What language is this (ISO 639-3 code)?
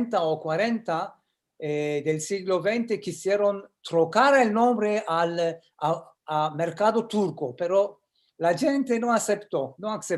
lad